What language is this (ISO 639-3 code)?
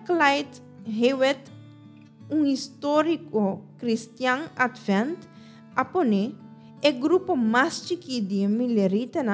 pap